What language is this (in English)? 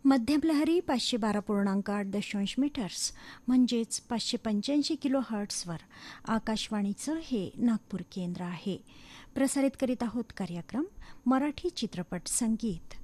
Marathi